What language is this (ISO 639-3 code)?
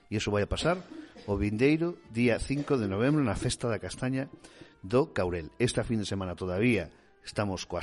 glg